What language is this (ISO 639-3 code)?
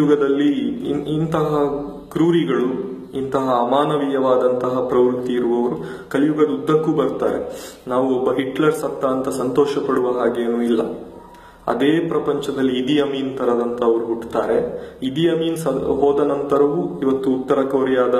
kan